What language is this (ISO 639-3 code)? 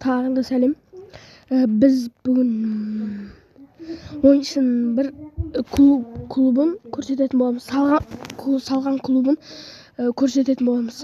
kaz